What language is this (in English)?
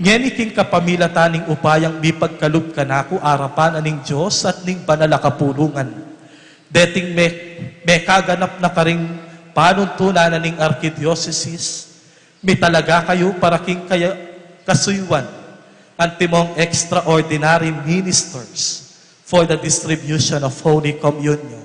Pampanga